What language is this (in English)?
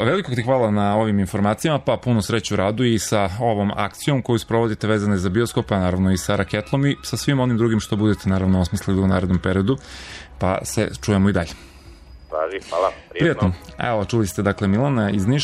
Serbian